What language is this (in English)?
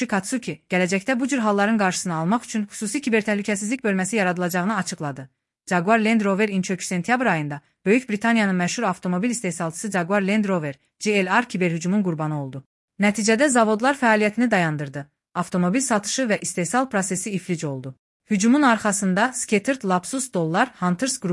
Azerbaijani